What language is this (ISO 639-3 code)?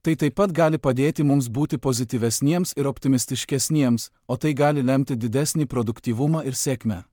lit